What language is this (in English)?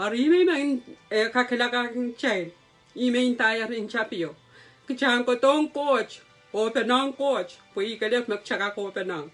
Pohnpeian